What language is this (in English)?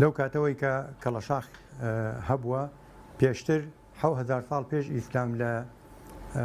Central Kurdish